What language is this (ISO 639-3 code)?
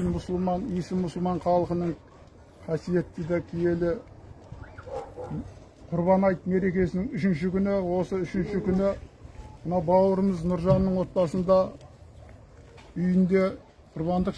kaz